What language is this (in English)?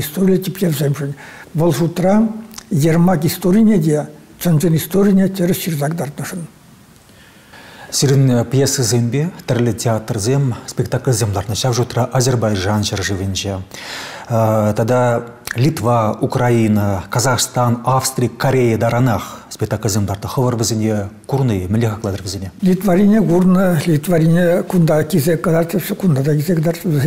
Chuvash